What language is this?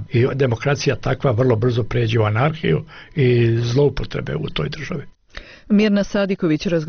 Bosnian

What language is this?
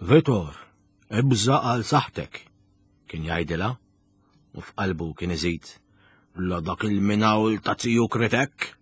Maltese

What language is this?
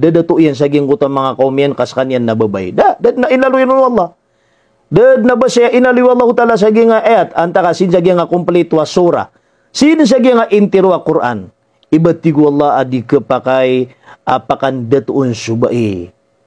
Maranao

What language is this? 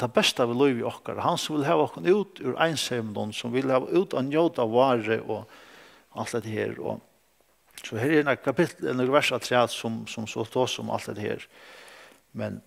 Faroese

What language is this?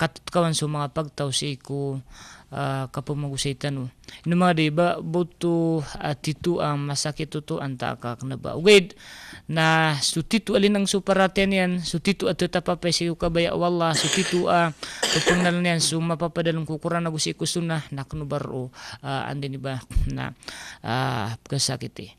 Maranao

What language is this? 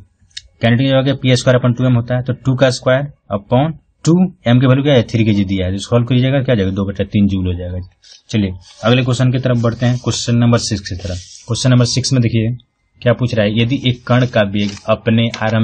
Hindi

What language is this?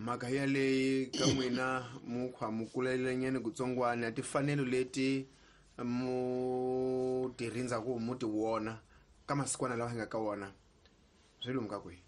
Tsonga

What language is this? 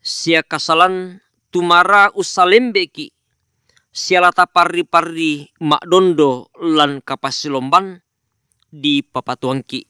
Toraja-Sa'dan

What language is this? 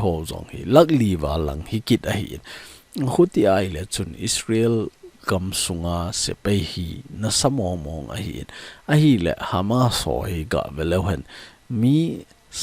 Thado Chin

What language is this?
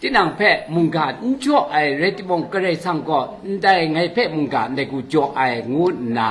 Kachin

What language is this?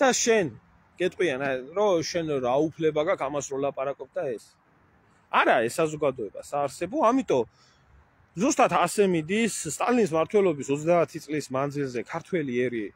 Georgian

